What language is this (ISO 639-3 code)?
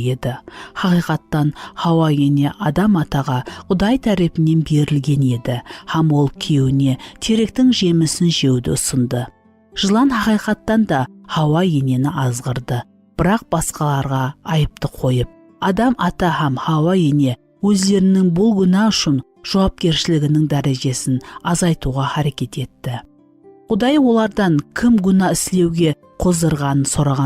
kaa